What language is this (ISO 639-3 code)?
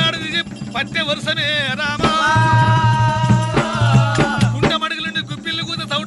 tel